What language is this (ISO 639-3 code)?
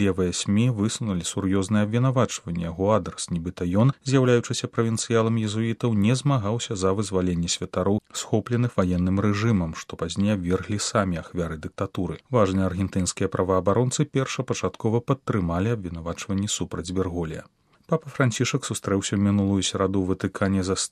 bel